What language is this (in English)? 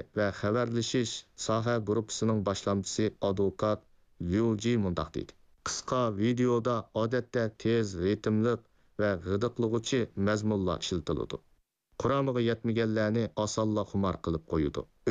Uyghur